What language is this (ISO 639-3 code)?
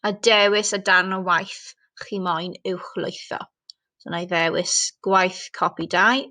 cym